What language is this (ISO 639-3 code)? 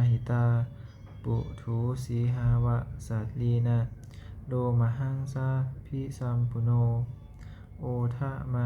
pli